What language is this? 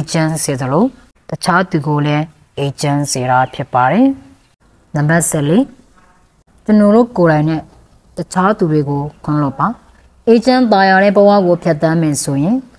Burmese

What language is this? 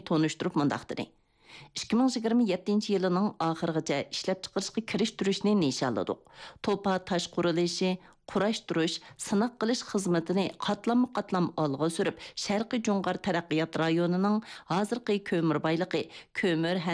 Uyghur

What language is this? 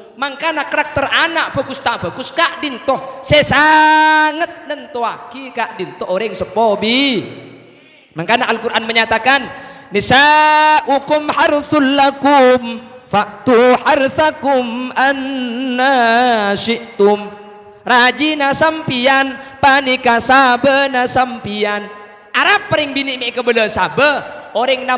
Madurese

